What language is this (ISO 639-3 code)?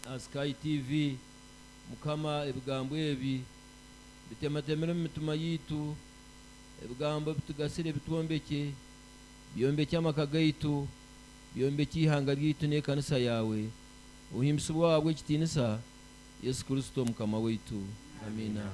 nyn